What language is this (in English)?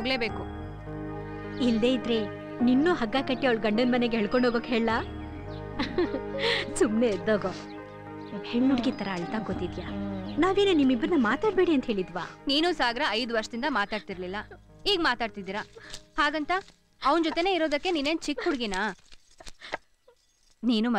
Kannada